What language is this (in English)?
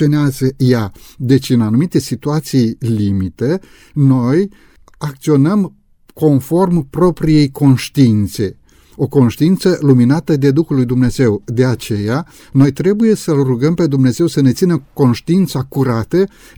Romanian